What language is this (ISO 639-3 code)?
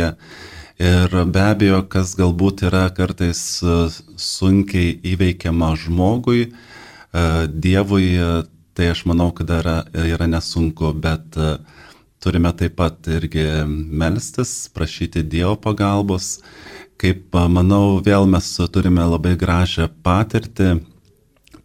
lit